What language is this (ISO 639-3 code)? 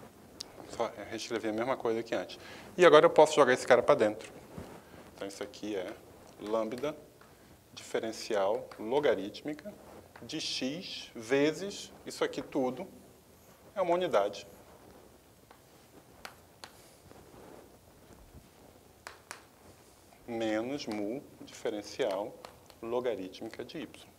por